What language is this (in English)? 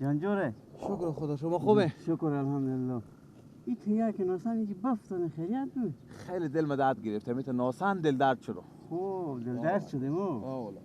Persian